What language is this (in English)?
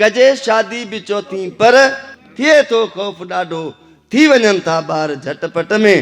Sindhi